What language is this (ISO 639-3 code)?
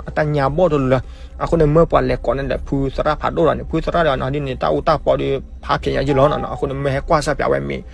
ksw